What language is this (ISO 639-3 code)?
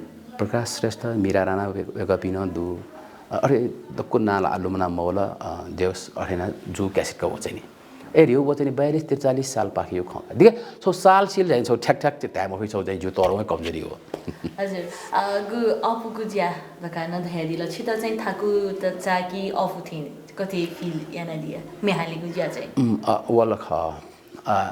new